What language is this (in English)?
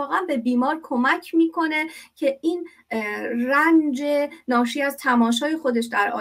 Persian